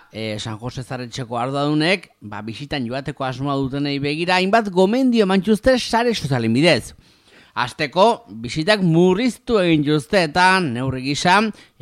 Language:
Basque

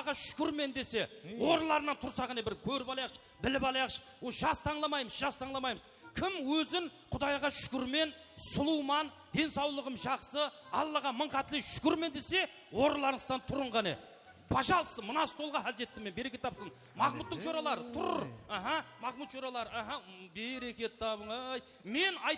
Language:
Kara-Kalpak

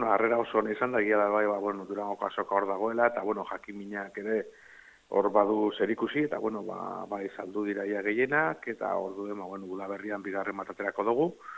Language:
Basque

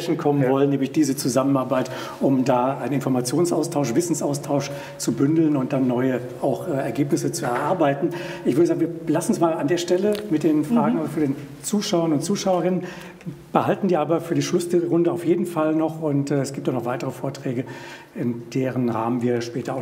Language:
German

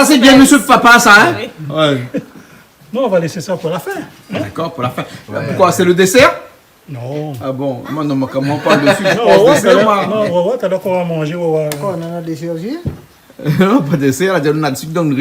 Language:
Réunion Creole French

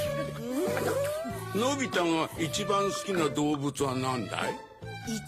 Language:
Japanese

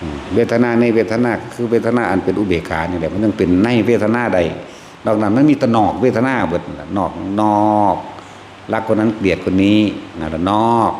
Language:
Northeastern Thai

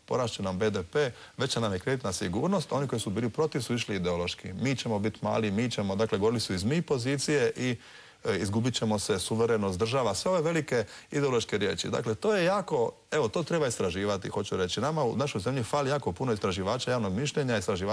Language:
Croatian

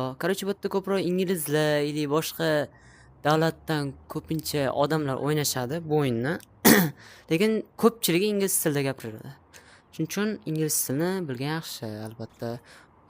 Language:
Uzbek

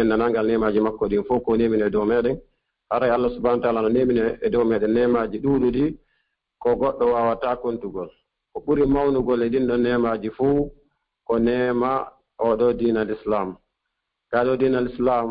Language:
Fula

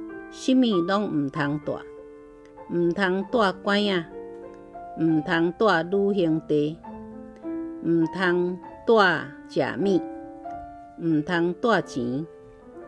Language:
Min Nan Chinese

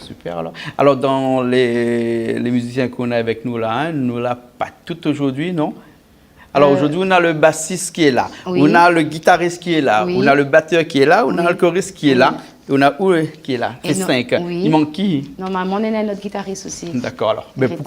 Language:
Réunion Creole French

